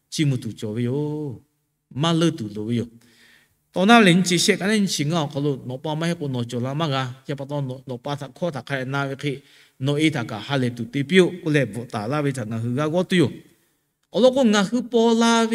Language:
Lahu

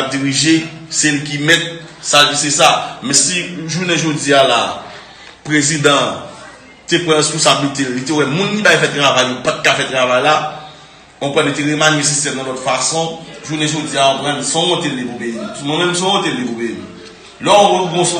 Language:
Haitian Creole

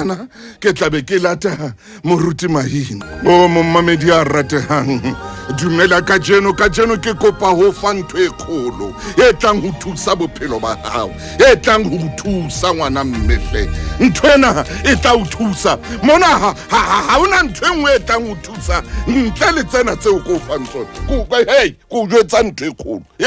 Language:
Southern Sotho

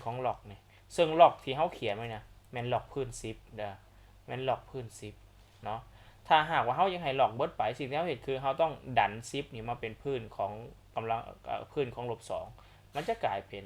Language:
Lao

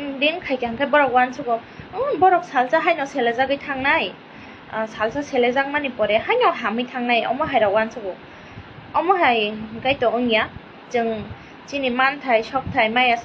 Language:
Kok Borok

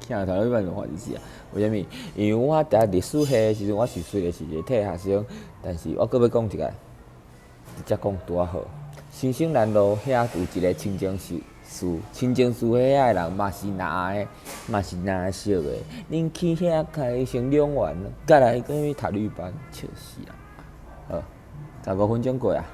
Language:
Min Nan Chinese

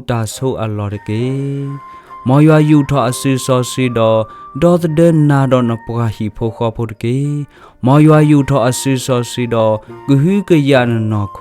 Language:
S'gaw Karen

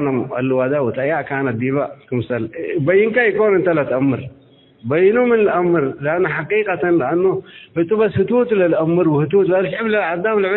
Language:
Tigre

